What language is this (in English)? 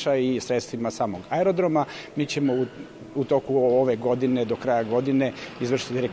Serbian